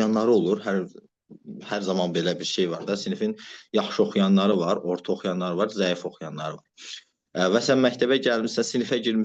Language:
Azerbaijani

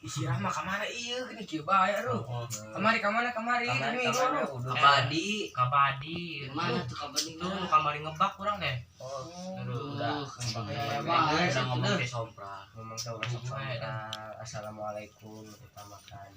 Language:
Sundanese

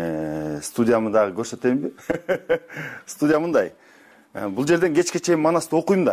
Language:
Kyrgyz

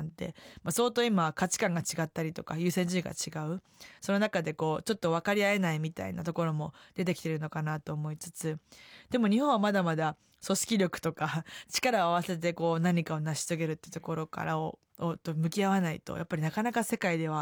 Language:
Japanese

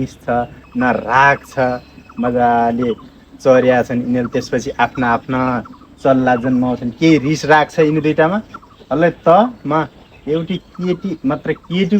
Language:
Nepali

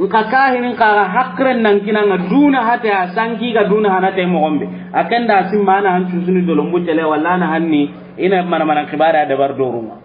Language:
Soninke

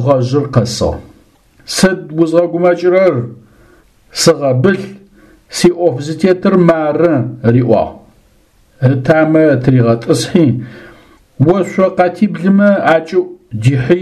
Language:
Adyghe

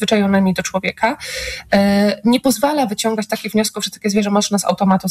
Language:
Polish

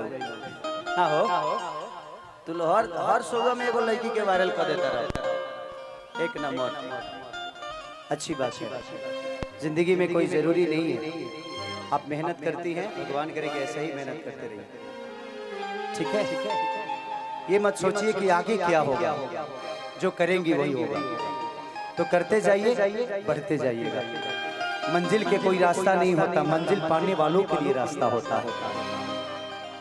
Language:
Bhojpuri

